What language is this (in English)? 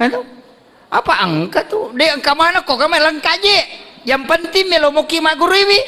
Buginese